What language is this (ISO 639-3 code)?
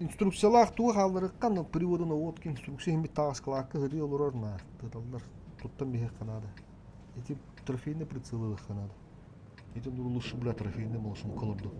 sah